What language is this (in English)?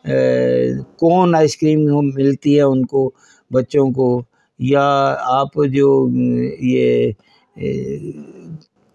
Urdu